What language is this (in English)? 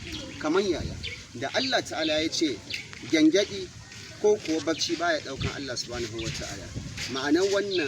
Hausa